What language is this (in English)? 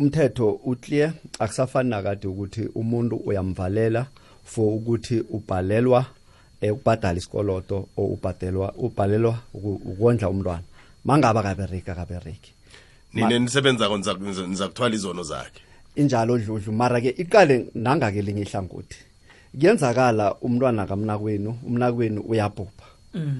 South Ndebele